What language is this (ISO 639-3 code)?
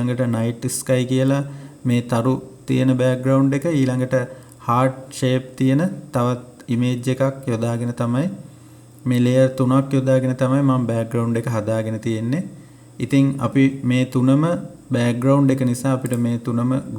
sin